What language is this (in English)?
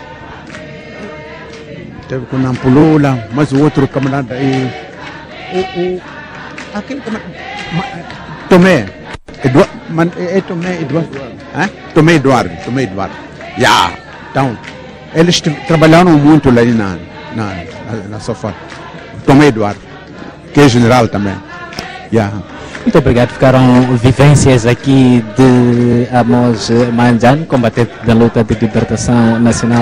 Portuguese